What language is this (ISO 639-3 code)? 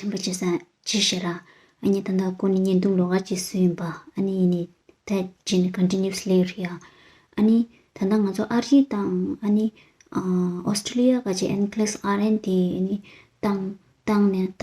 bod